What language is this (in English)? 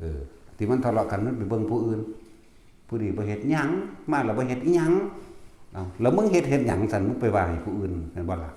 Northeastern Thai